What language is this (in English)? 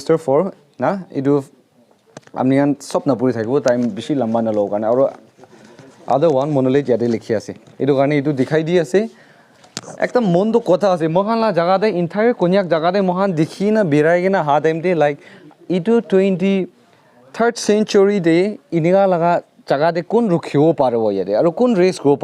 Naga Pidgin